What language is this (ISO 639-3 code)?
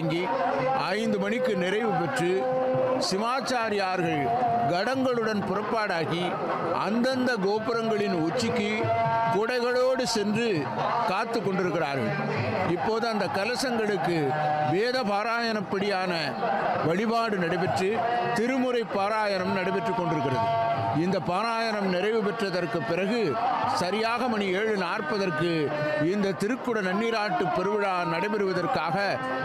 tam